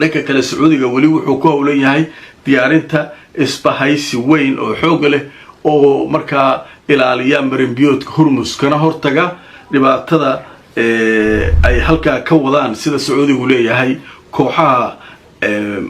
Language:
Somali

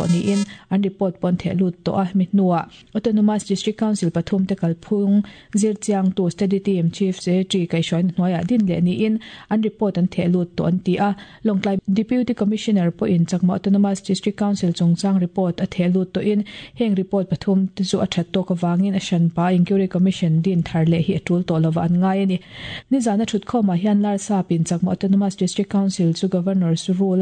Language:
Mizo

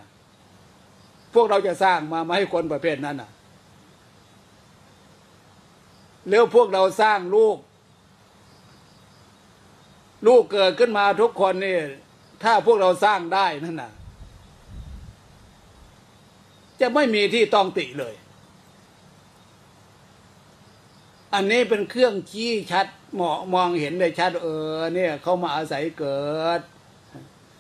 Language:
Thai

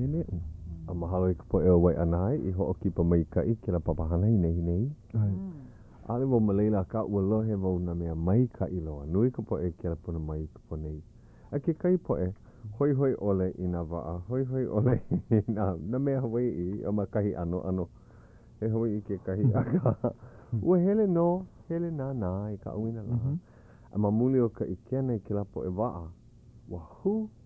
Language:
Hawaiian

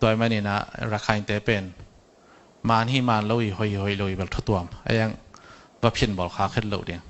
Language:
Tedim Chin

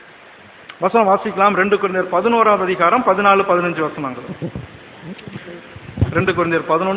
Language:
Tamil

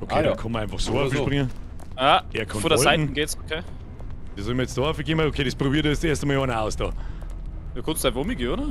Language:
Bavarian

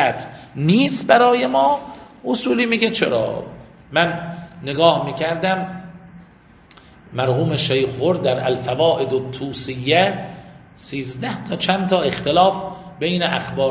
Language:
Persian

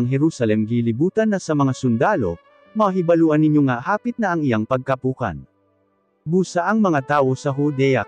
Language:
Cebuano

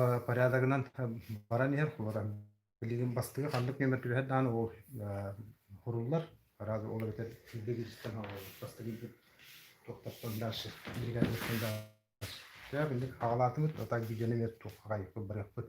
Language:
Yakut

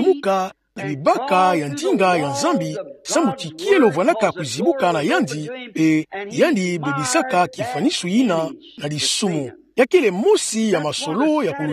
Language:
Kituba (Democratic Republic of Congo)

